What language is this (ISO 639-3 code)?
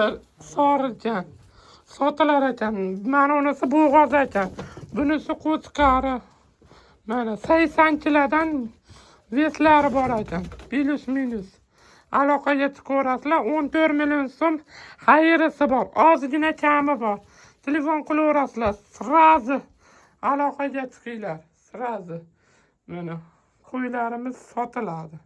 uzb